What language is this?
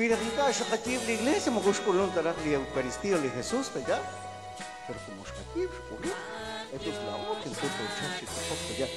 Kekchí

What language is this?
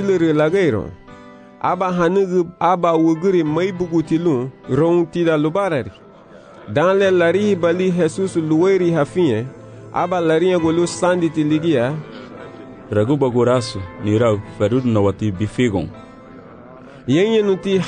Garifuna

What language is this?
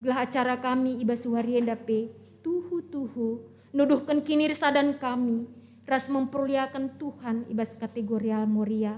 Batak Karo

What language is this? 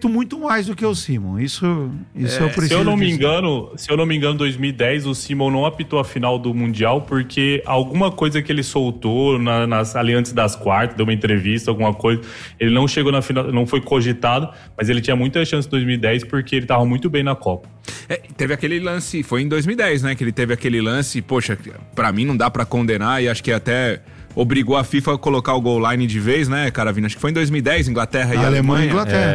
Portuguese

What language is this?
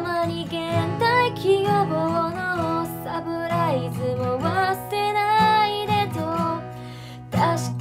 Chinese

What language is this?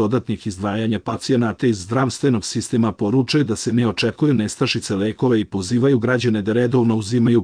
Serbian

